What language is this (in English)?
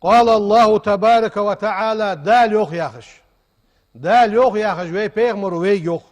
Ingush